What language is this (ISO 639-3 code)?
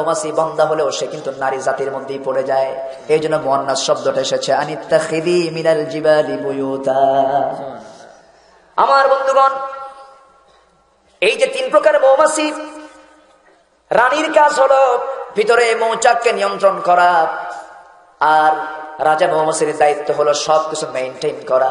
ben